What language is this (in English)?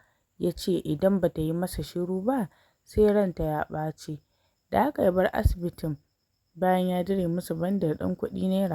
Hausa